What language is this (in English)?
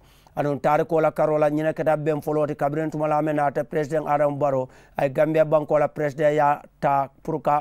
Mandingo